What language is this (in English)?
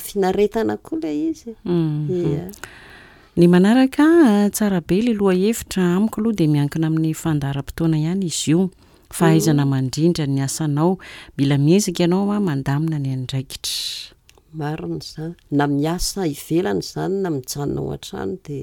Malagasy